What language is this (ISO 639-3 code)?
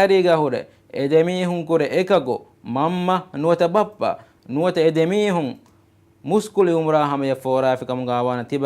div